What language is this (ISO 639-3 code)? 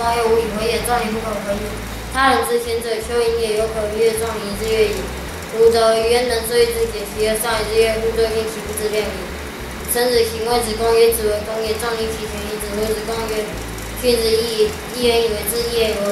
lzh